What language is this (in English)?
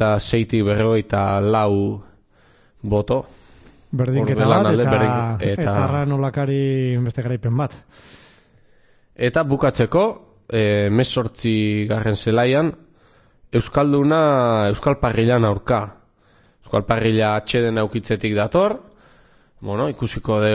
Basque